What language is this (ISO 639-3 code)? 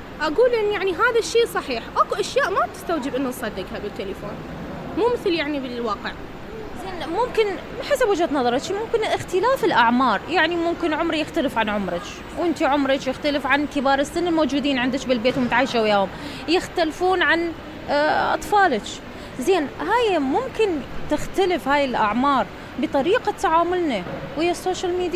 acm